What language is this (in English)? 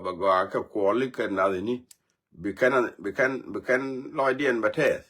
Nuer